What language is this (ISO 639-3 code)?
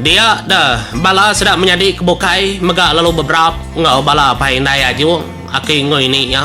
iba